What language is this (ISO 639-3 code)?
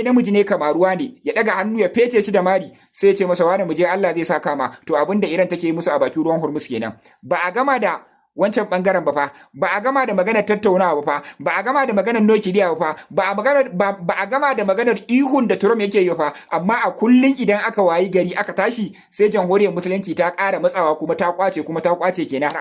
hau